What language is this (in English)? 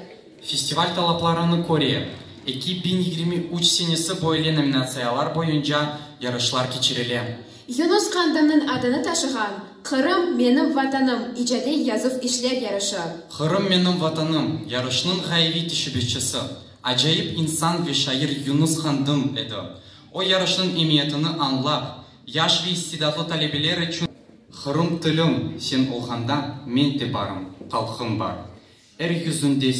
Crimean Tatar